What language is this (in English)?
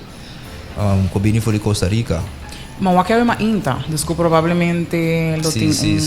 Papiamento